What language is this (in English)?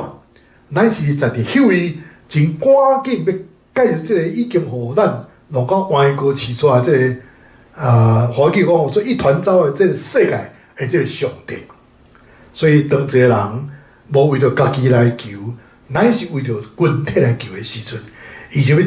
Min Nan Chinese